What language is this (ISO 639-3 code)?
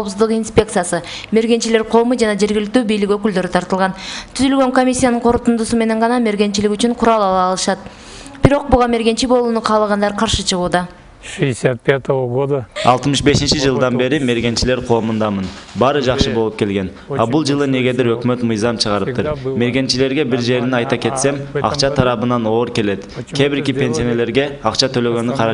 kir